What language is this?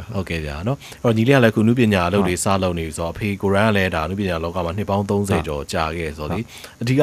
Burmese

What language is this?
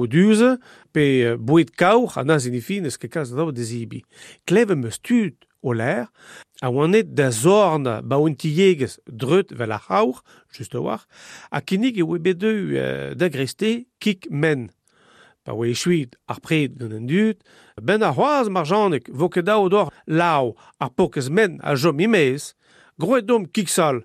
Breton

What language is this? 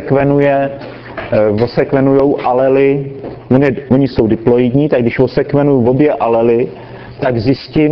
Czech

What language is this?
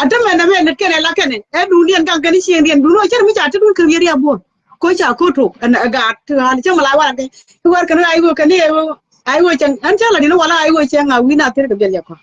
Nuer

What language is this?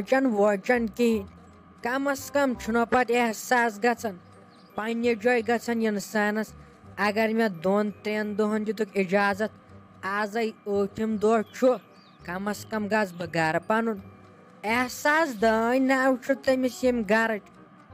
Kashmiri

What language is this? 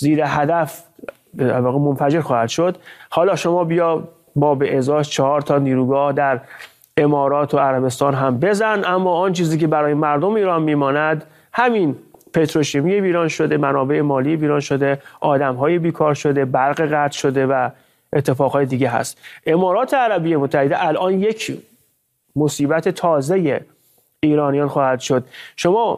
Persian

